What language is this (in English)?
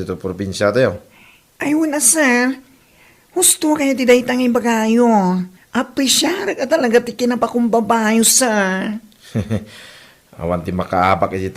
Iloko